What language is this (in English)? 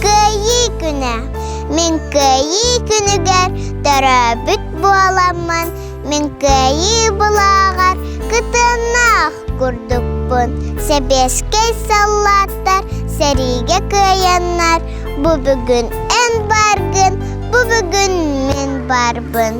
Yakut